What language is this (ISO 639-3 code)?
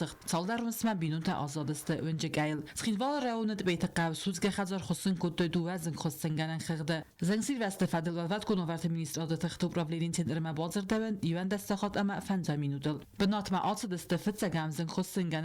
oss